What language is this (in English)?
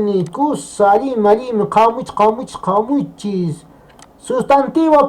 Quechua